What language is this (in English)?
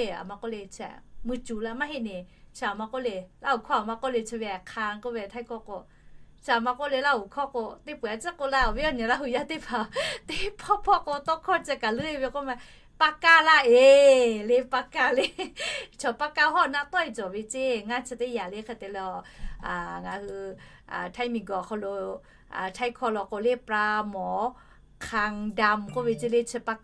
Lahu